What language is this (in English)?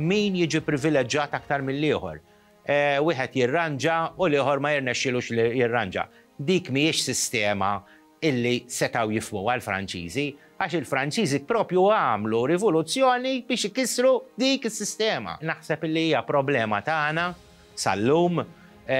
Maltese